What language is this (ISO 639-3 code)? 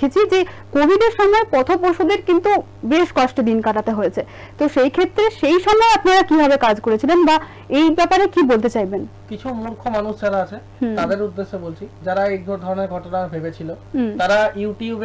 ben